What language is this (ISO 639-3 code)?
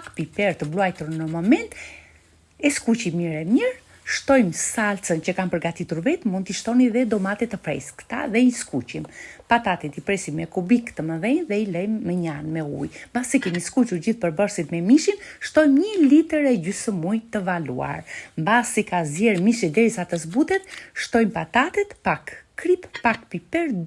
sqi